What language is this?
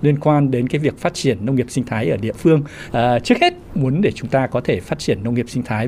Vietnamese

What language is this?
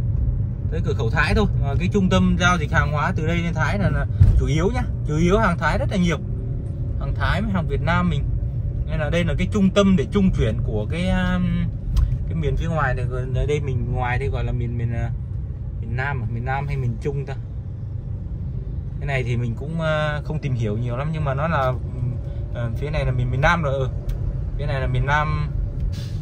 Vietnamese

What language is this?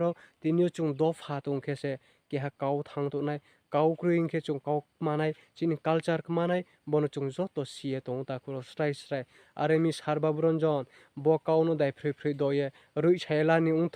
Riang (India)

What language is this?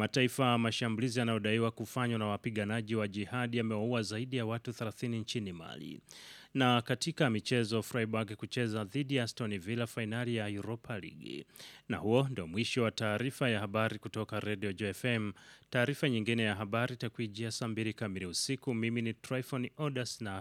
Swahili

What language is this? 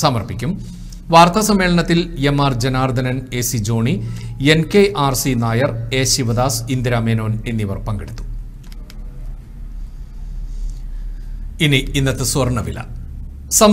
Malayalam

